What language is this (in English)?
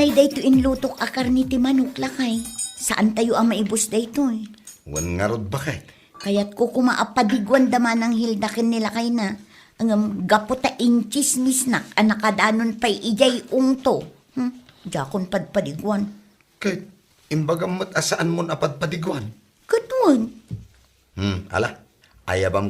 Iloko